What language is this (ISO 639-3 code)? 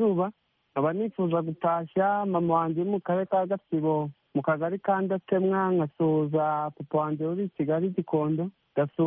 kin